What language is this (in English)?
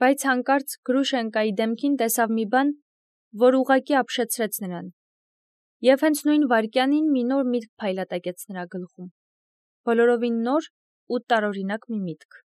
Armenian